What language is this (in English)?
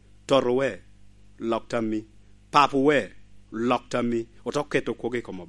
Lango (Uganda)